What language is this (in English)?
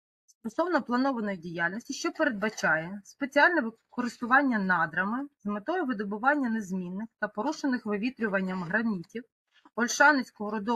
Ukrainian